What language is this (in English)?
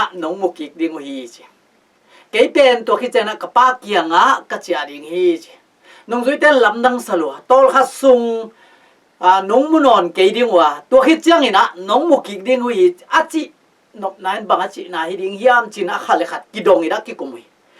Tedim Chin